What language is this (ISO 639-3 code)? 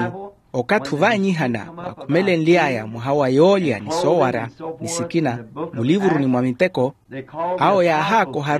vmw